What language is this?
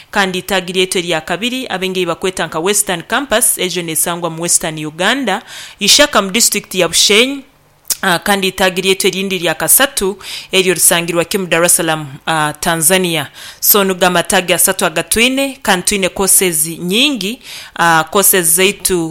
Nyankole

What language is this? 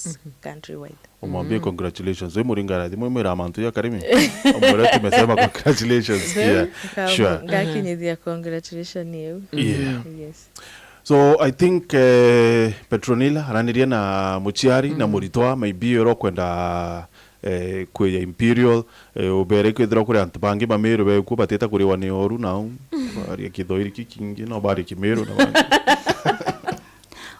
Meru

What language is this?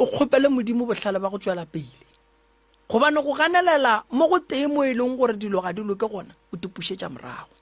Northern Sotho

